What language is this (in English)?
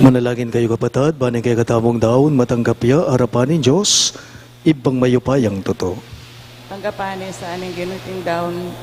Pampanga